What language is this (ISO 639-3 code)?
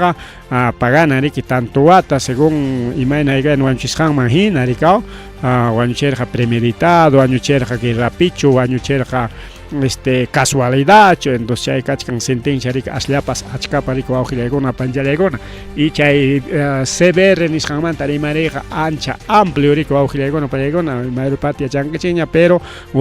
quy